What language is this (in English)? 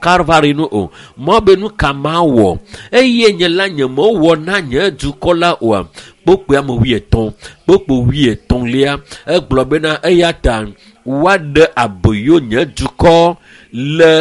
Ewe